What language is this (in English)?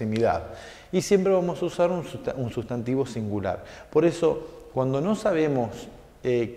Spanish